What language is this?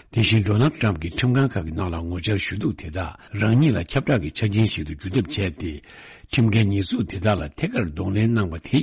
Tibetan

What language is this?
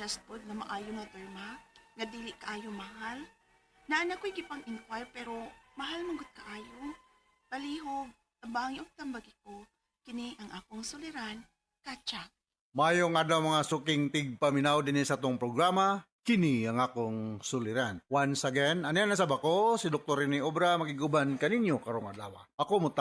Cebuano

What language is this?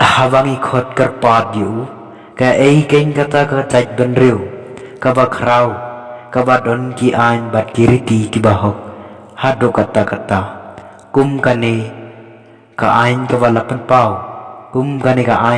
Khasi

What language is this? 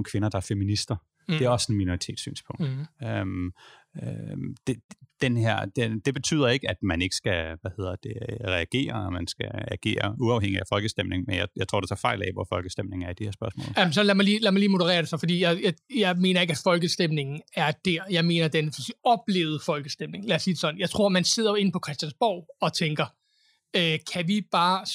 Danish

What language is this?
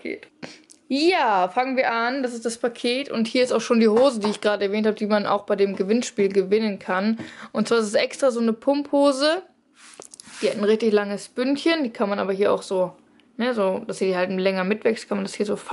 German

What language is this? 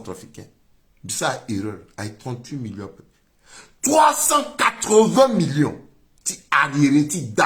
Sango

